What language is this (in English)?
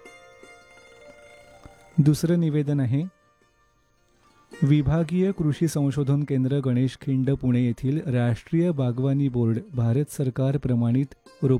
Marathi